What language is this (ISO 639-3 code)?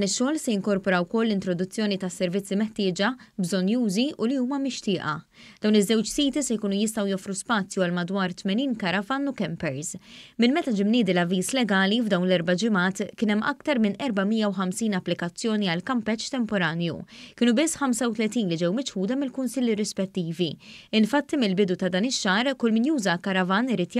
mlt